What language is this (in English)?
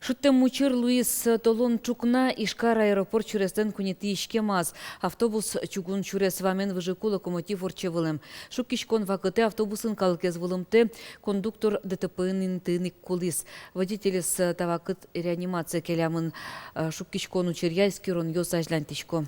Udmurt